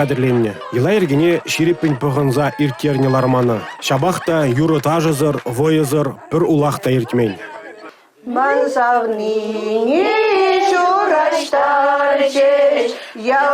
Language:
Chuvash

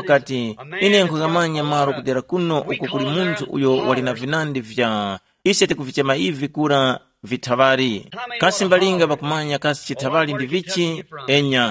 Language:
Tumbuka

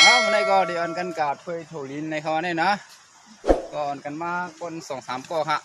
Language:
Shan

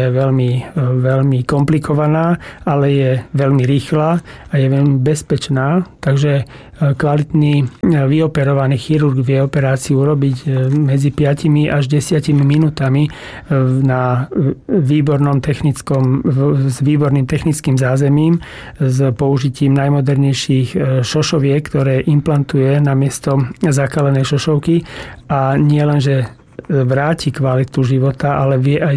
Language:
Slovak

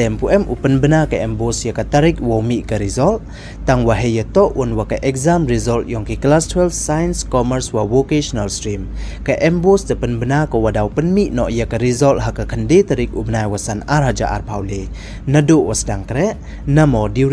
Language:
Pnar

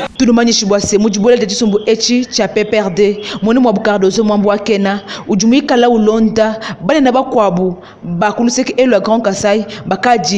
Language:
Luba-Lulua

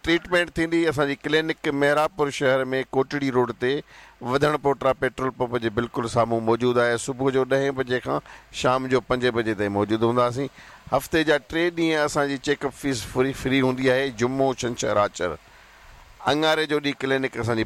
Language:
Sindhi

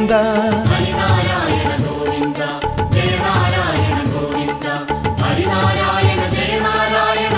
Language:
Malayalam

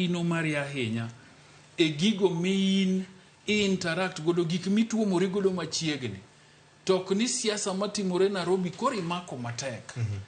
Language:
Luo (Kenya and Tanzania)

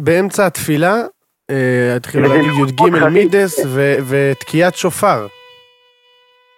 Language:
Hebrew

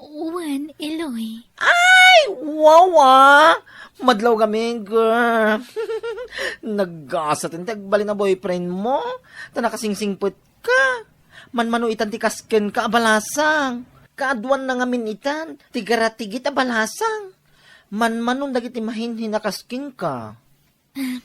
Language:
Iloko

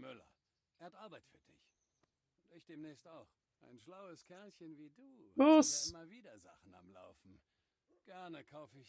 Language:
Swiss German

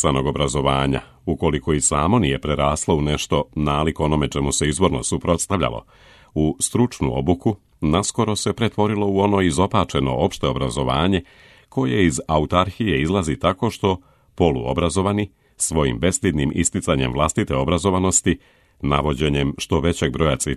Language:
Serbian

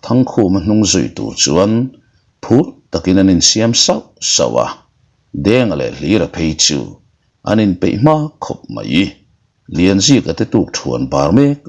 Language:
Mizo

